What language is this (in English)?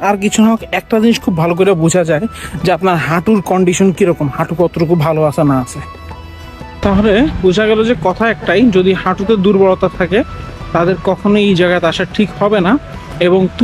Bangla